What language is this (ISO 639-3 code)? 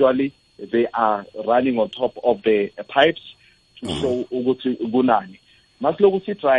nbl